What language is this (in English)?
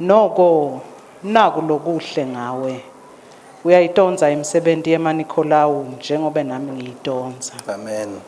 Swati